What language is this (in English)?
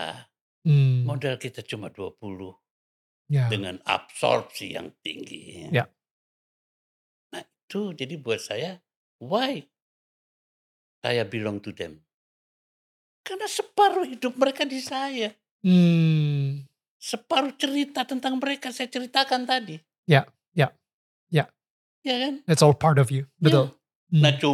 Indonesian